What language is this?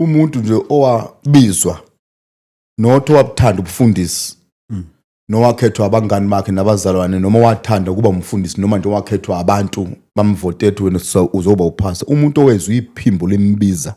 Zulu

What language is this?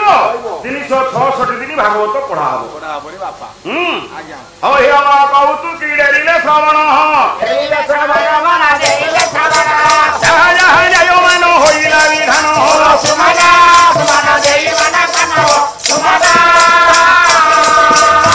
Odia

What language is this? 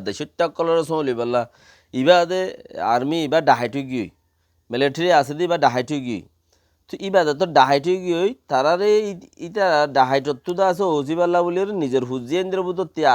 Rohingya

